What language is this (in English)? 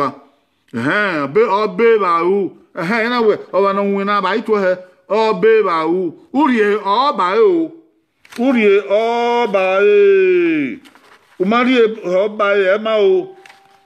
Bini